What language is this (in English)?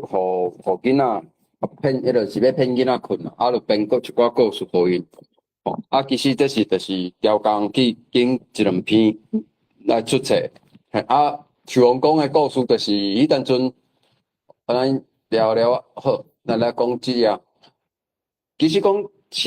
Min Nan Chinese